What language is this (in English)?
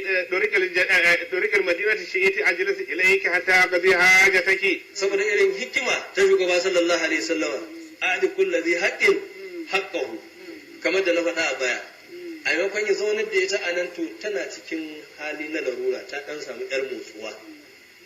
Hausa